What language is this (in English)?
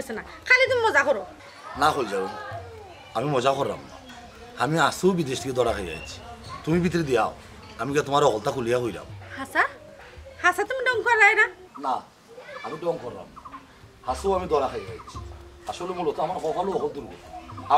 Sylheti